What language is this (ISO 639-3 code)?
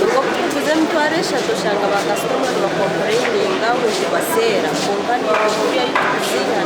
nyn